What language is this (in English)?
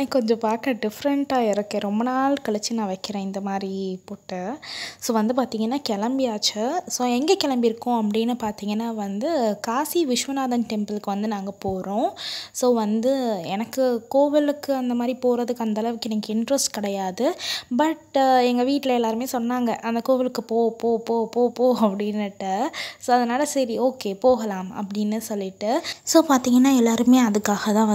Tamil